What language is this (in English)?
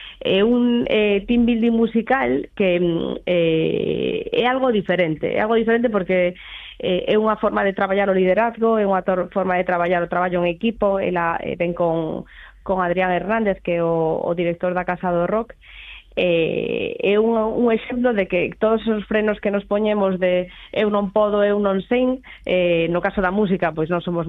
Galician